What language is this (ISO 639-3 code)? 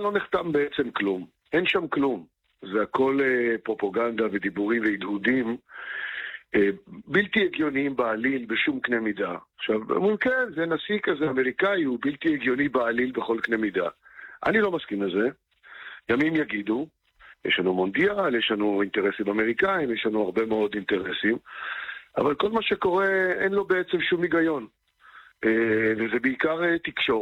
heb